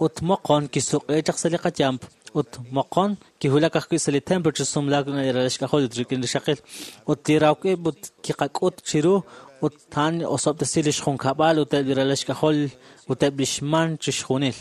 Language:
Kekchí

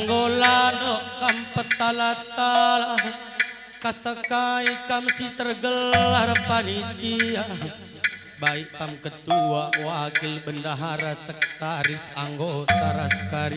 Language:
Batak Karo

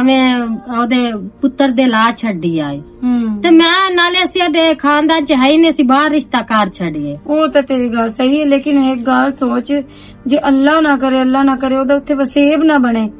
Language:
Western Panjabi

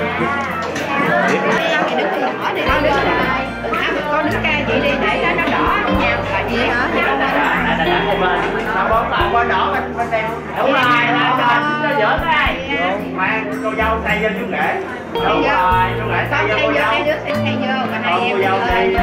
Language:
Vietnamese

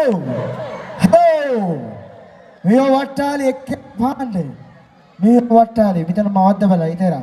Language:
Divehi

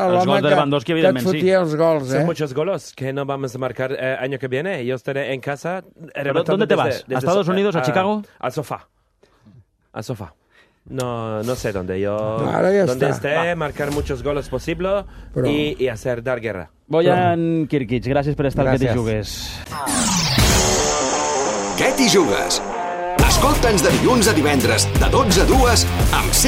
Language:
Catalan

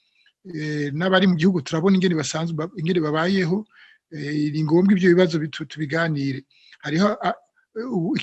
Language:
Rundi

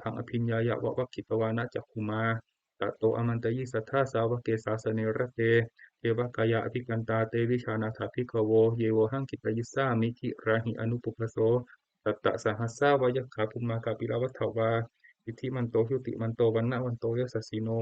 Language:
Pali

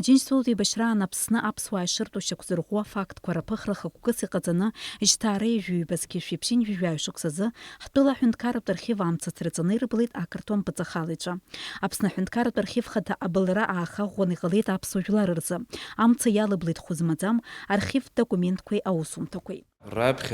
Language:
Abkhazian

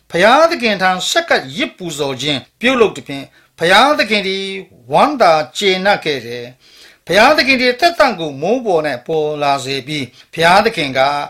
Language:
Burmese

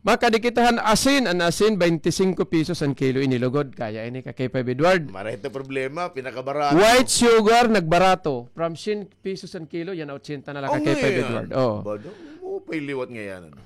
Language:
Waray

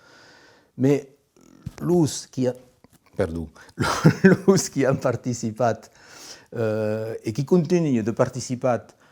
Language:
Occitan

